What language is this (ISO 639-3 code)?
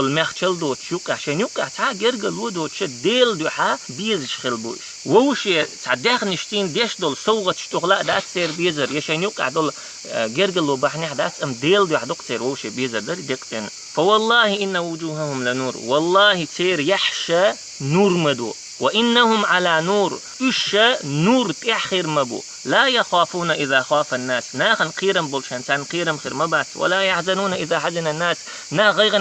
che